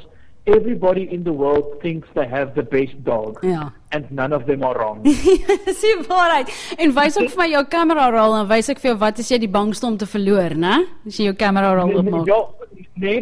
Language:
Afrikaans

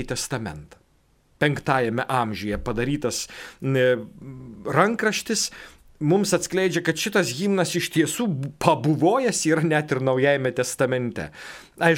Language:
Lithuanian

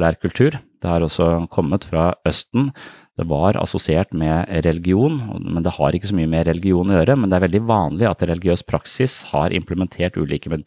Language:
Norwegian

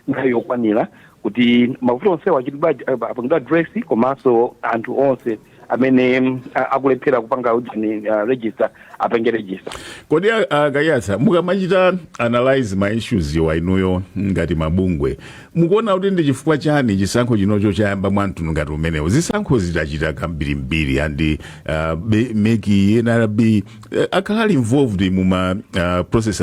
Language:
Nyanja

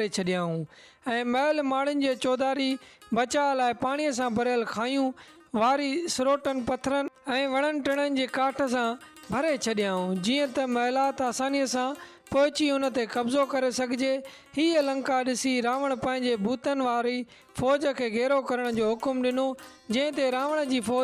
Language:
Sindhi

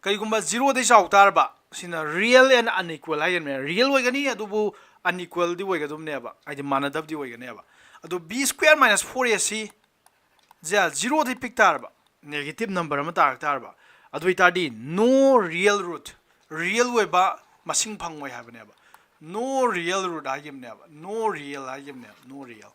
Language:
Manipuri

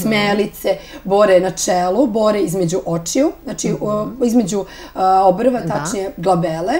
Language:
Serbian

